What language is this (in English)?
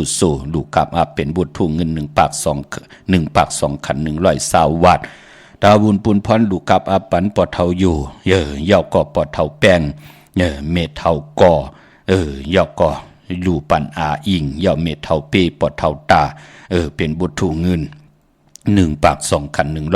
Shan